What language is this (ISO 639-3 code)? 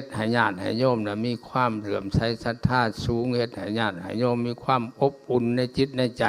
lao